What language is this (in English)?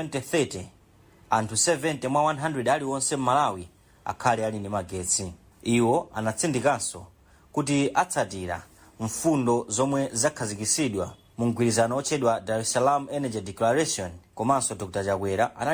Nyanja